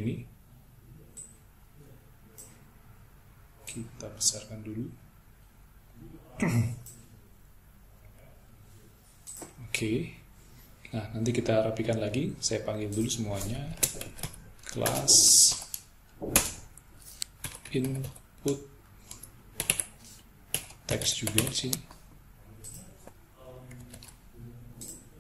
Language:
Indonesian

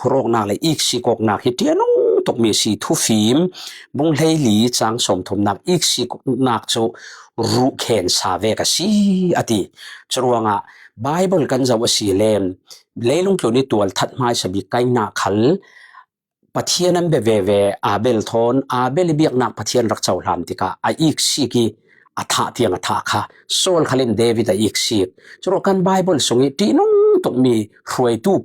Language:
Falam Chin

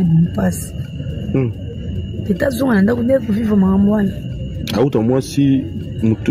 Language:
Lingala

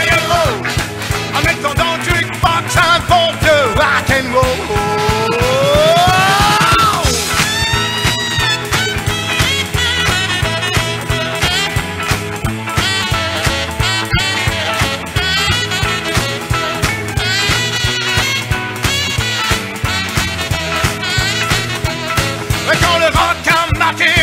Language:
French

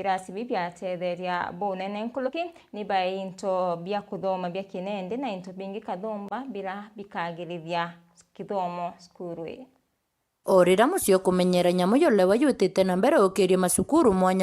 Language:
Meru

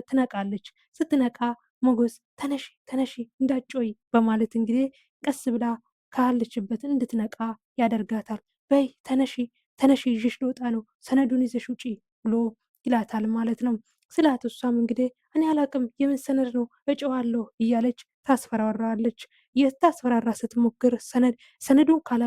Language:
Amharic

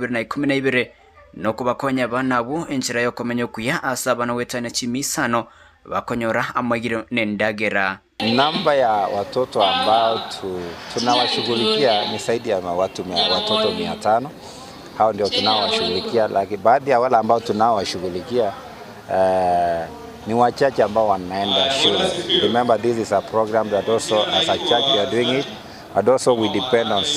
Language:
Gusii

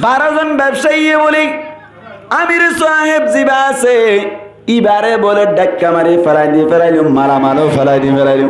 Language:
Rohingya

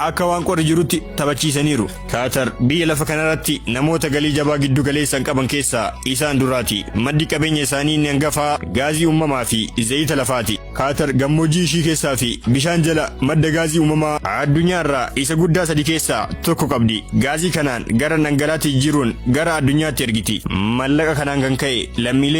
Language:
Oromo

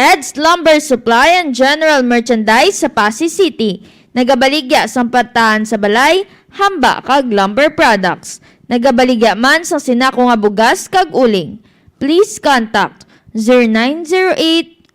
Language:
Hiligaynon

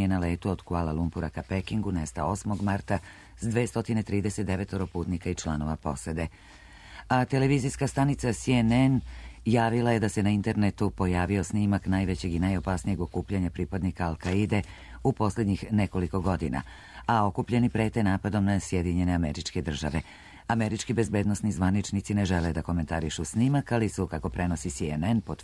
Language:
Serbian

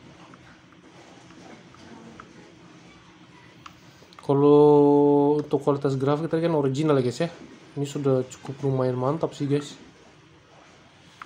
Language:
Indonesian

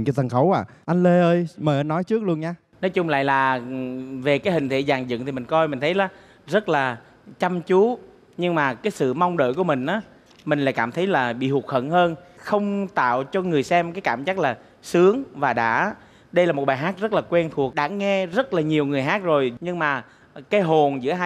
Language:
Vietnamese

